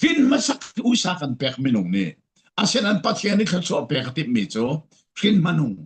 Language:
Falam Chin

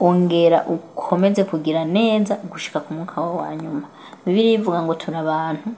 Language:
Rundi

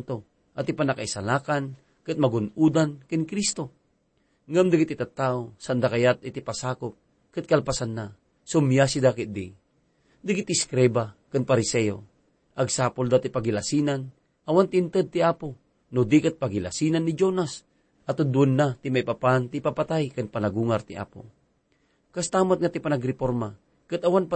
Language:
Iloko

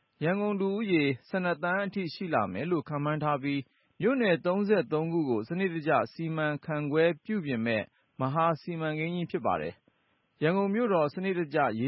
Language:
Burmese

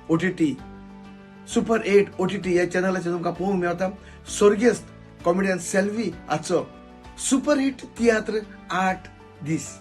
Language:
Konkani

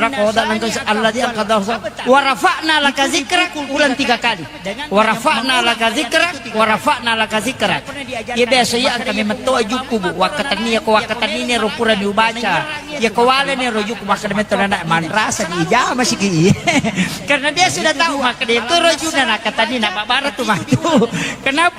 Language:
Buginese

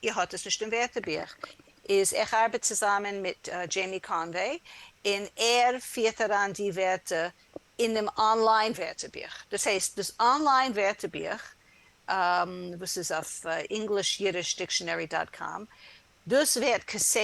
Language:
Yiddish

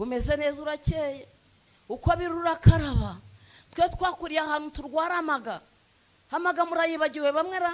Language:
Kinyarwanda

